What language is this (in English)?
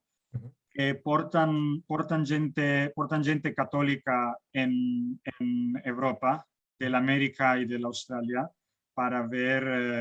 Ladino